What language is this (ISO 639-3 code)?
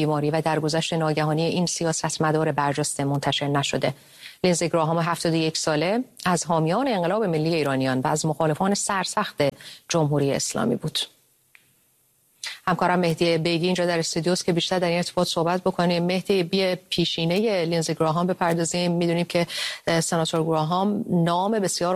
fas